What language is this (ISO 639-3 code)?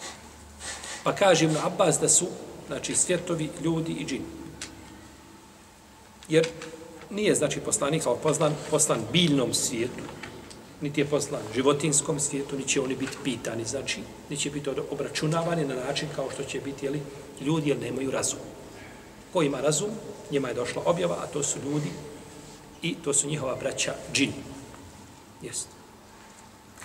bos